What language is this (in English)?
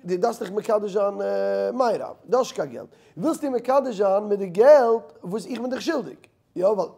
Yiddish